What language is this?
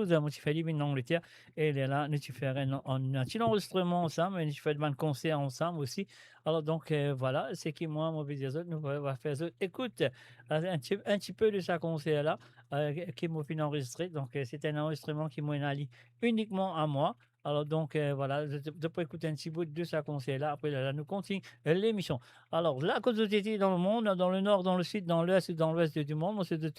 Morisyen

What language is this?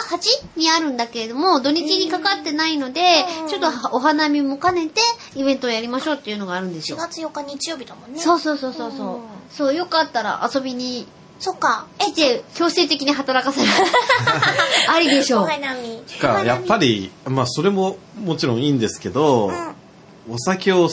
Japanese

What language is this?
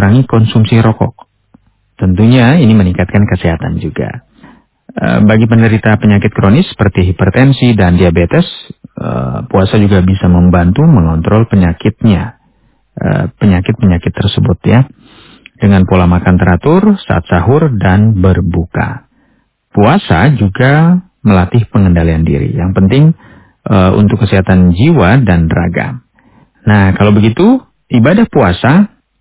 Indonesian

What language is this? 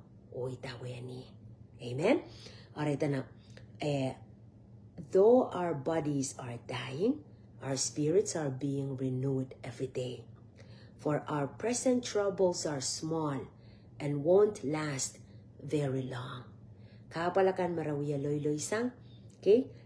Pohnpeian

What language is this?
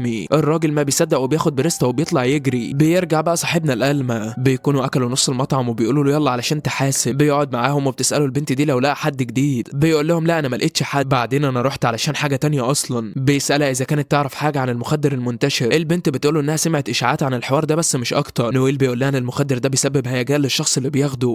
Egyptian Arabic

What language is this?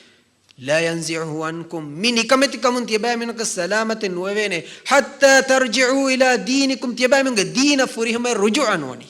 Divehi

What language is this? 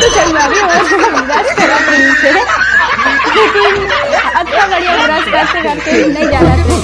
Chhattisgarhi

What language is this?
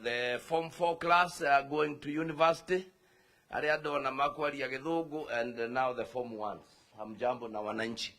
Kikuyu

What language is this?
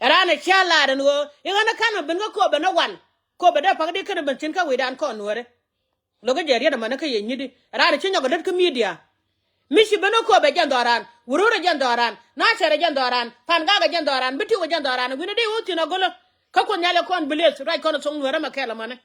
Nuer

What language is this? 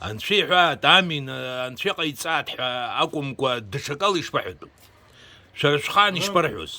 Abkhazian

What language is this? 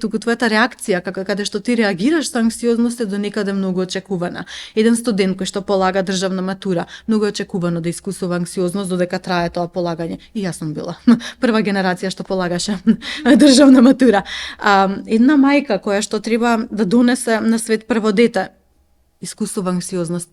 Macedonian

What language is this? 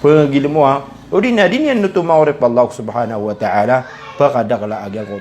Maranao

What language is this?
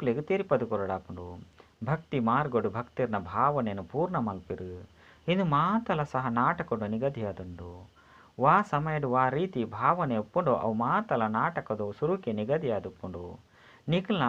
Tulu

